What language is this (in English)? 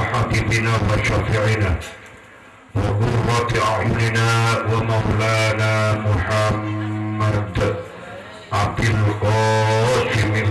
Madurese